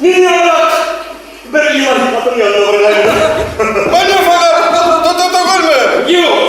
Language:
Bashkir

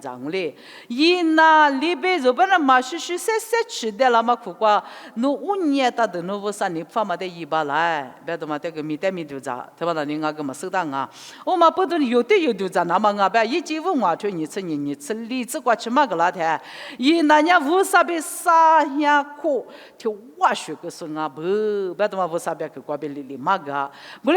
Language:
Lisu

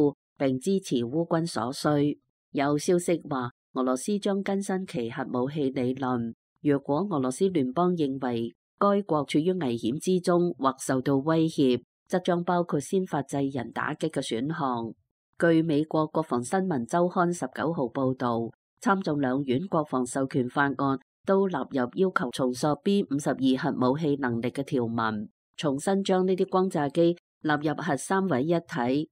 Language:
Cantonese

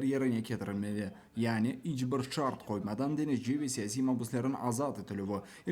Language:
Crimean Tatar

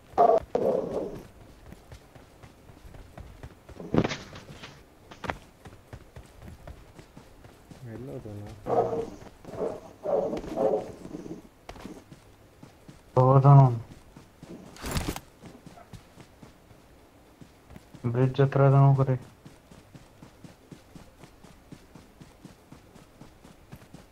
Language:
Kannada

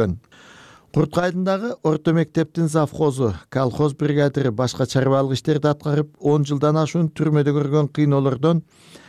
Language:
Kyrgyz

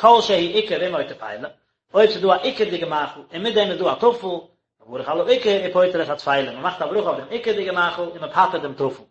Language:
Yiddish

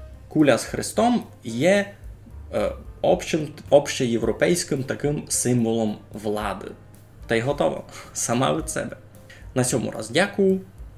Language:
Rusyn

